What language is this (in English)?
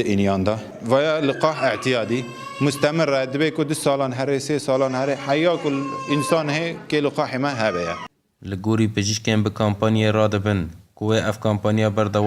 Kurdish